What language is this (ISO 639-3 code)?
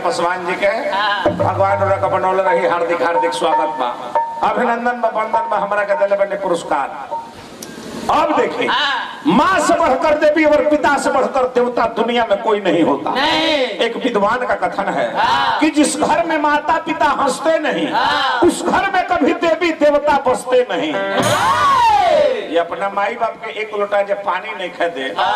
bho